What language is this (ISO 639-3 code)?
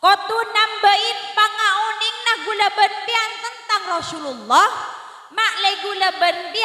mad